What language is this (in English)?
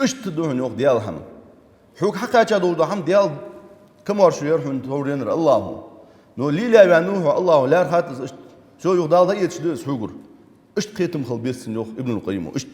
Ingush